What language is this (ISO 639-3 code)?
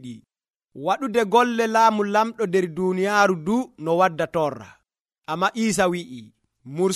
fuv